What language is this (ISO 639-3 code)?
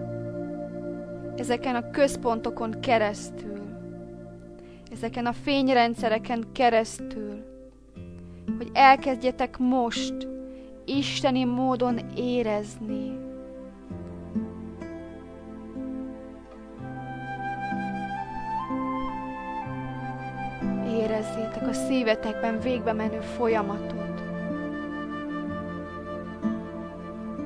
hun